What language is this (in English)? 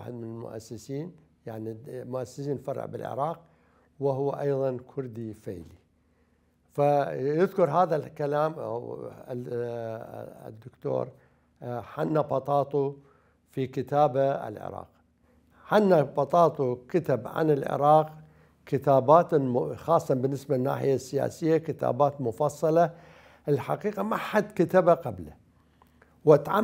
Mesopotamian Arabic